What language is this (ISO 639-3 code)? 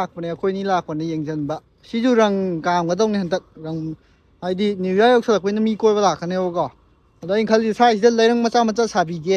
mni